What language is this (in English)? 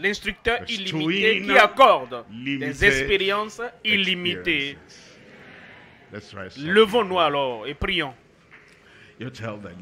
French